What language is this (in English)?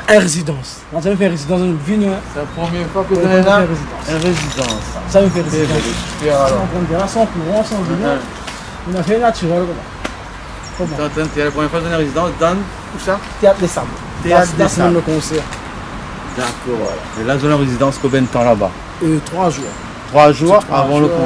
Réunion Creole French